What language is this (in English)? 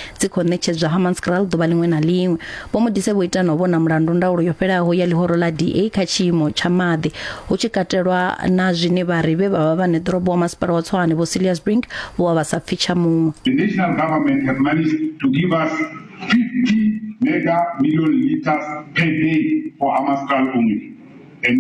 Venda